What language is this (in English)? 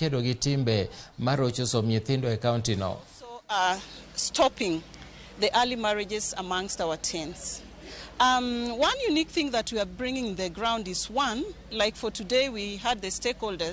Luo (Kenya and Tanzania)